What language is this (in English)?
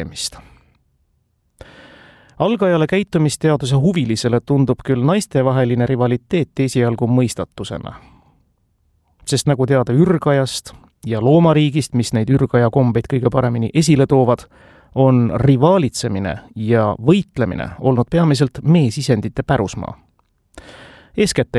Estonian